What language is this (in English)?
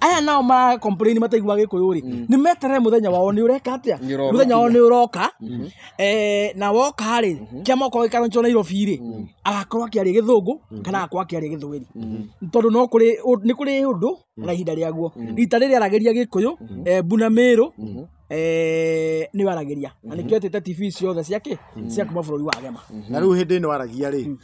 Kikuyu